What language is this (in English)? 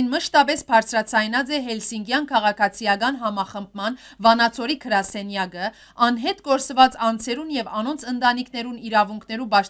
Western Armenian